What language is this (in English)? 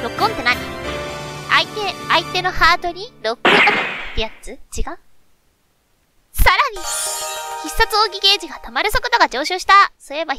Japanese